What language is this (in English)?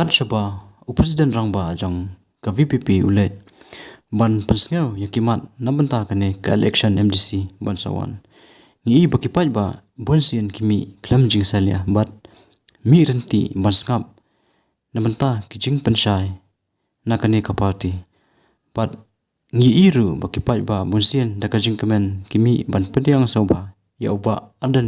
Khasi